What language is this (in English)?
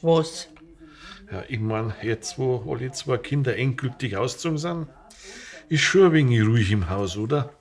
Bavarian